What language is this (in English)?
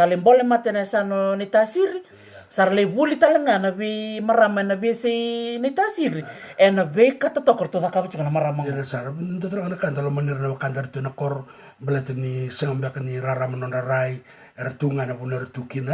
Fijian